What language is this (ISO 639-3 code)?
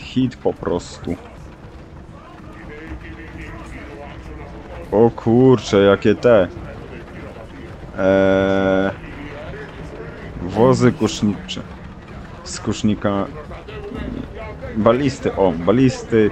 pol